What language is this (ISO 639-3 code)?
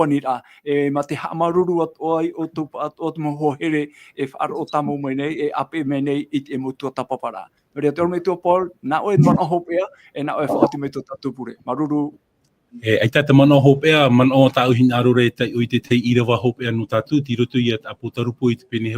tah